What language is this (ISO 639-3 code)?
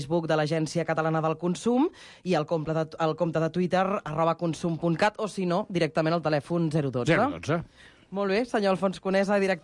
cat